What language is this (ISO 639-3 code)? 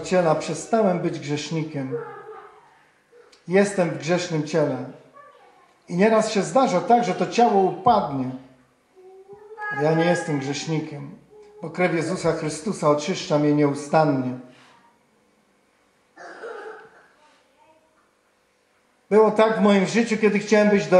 pol